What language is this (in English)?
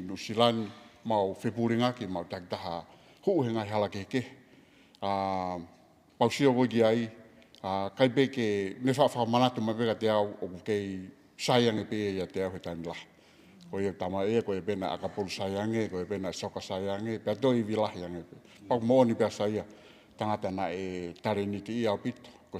Tongan